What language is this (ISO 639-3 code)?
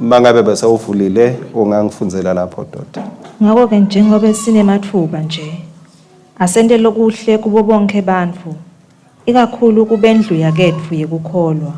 ssw